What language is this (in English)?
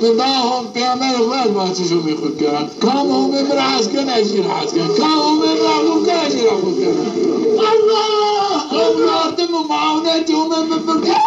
Zaza